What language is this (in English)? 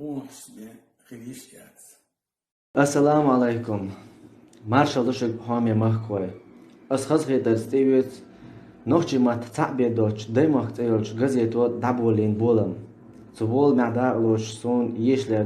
Chechen